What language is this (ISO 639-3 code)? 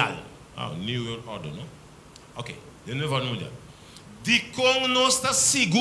pap